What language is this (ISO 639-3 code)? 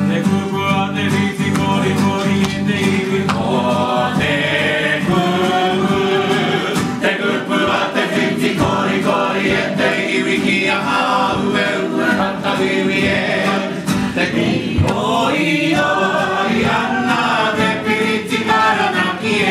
mri